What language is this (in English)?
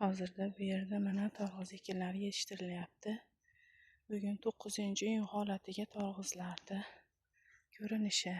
Uzbek